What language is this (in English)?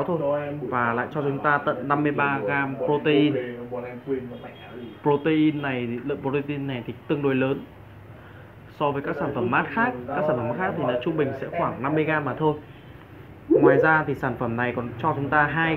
Vietnamese